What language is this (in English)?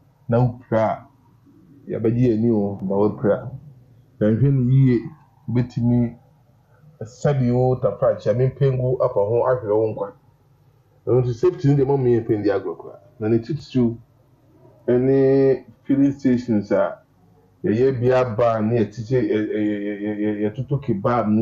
Akan